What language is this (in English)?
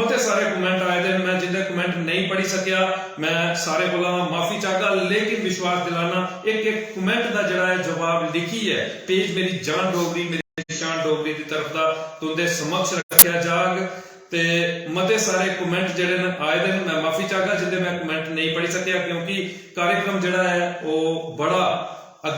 Dogri